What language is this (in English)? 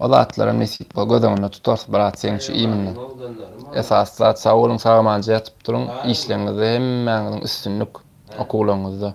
Turkmen